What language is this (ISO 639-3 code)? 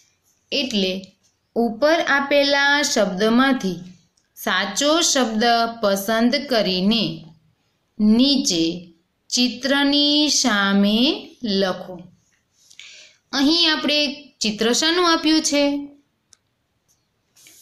guj